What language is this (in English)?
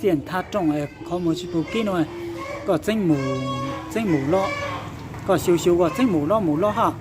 Hmong